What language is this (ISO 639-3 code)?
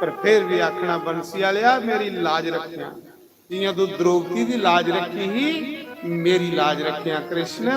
doi